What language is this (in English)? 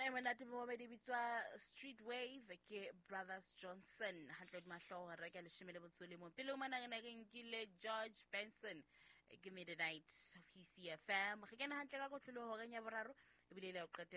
Southern Sotho